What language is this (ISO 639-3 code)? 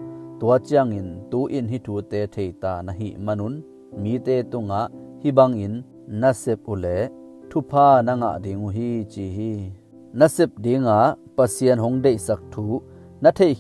ctd